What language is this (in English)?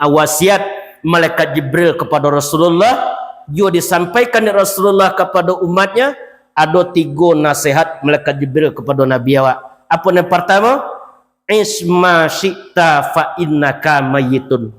Minangkabau